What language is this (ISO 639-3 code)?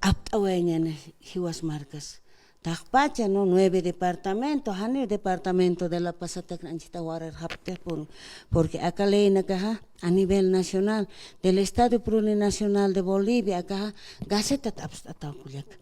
aym